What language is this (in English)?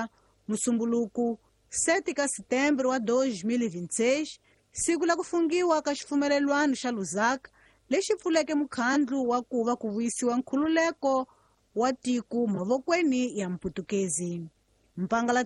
Tsonga